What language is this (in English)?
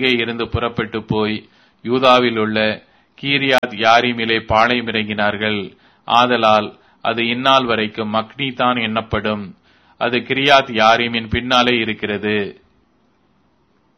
Tamil